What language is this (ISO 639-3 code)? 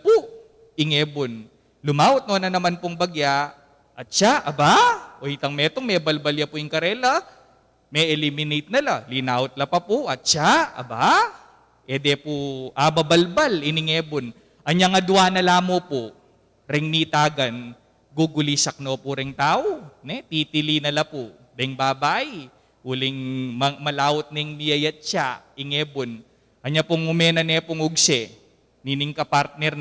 pam